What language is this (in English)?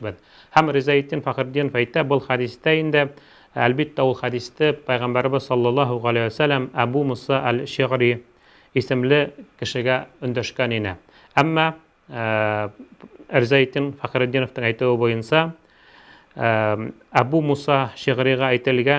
Bashkir